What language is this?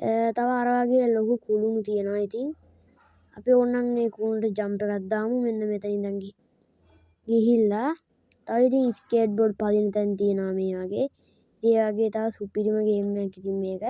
Sinhala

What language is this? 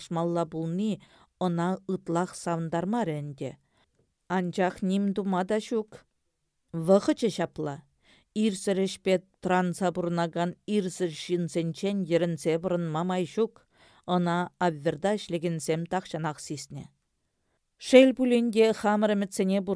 Chuvash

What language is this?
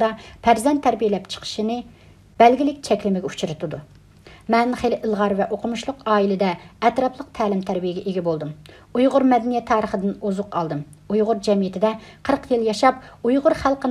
Uyghur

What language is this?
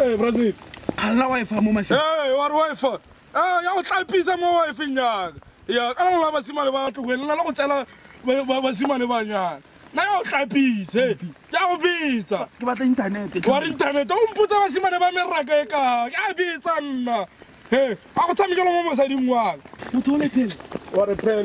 Tswana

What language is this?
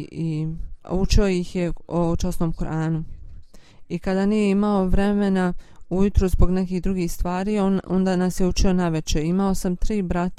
Bosnian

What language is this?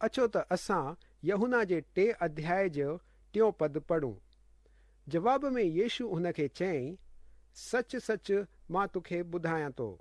Sindhi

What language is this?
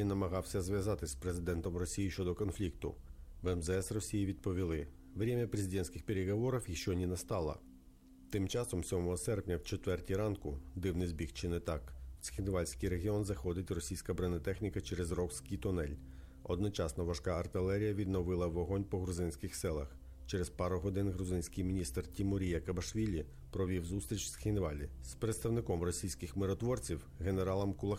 Ukrainian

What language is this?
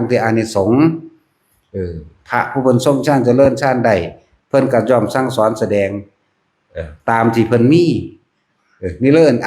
Northeastern Thai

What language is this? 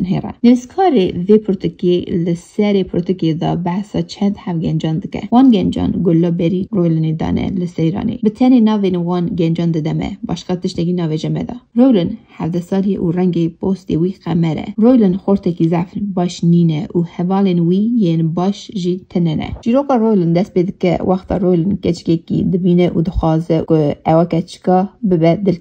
Kurdish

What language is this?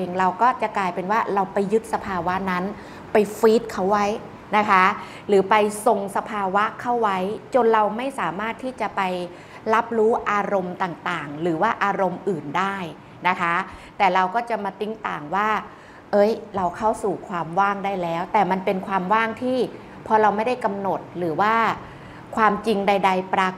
Thai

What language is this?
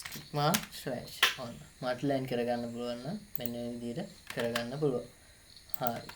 Sinhala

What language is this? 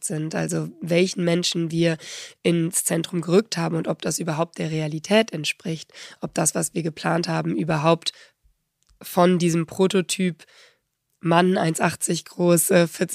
German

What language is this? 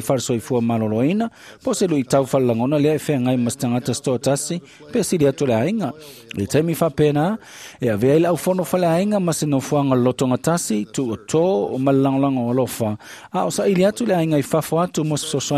Samoan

